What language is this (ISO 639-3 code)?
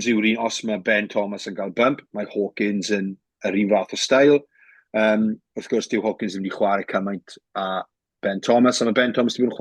cym